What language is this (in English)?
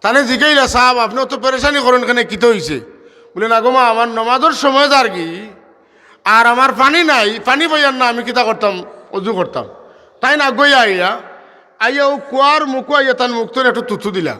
Sylheti